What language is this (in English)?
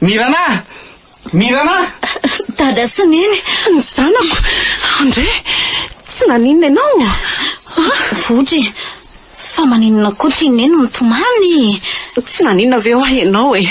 Malagasy